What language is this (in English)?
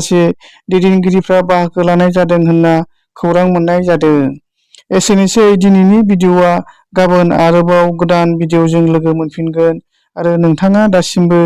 Bodo